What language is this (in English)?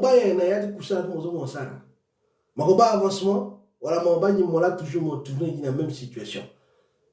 Sango